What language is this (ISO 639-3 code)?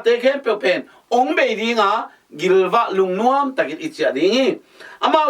ctd